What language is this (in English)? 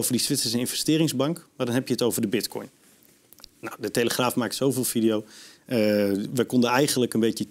Dutch